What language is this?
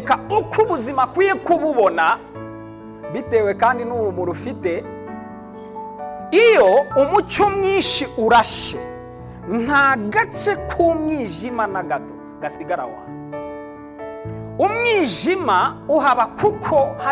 Kinyarwanda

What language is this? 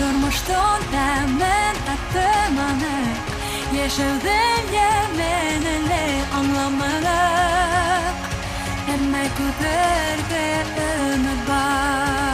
Bashkir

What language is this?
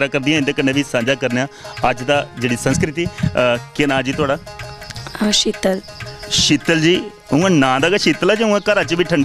Dogri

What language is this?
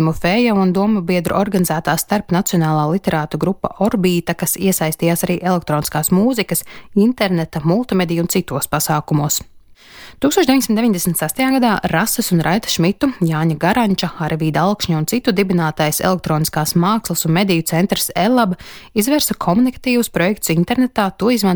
Latvian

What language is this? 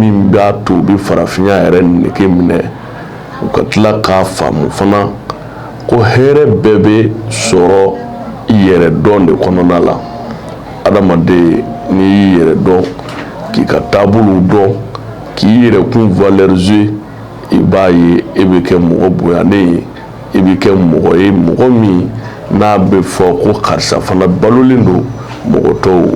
Bambara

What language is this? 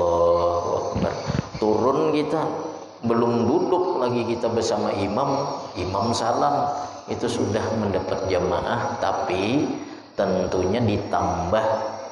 Indonesian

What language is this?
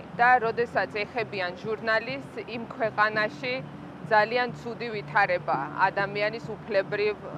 Georgian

